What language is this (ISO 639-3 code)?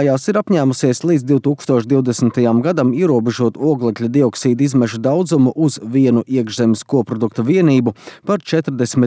lav